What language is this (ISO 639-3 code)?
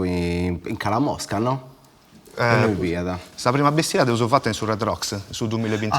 srd